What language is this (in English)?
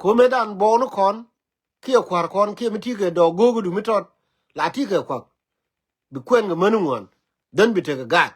Nuer